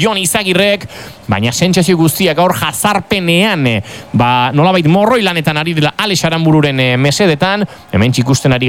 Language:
Basque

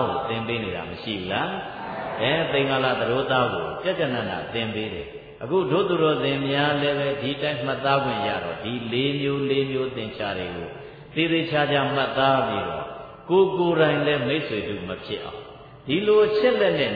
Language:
Burmese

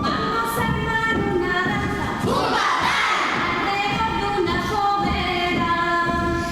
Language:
Asturian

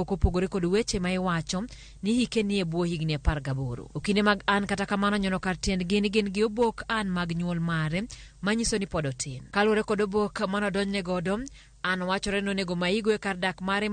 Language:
Luo (Kenya and Tanzania)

